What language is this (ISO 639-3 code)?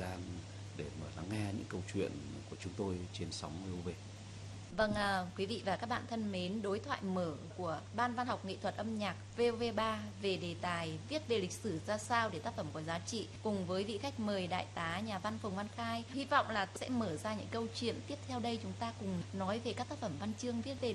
vie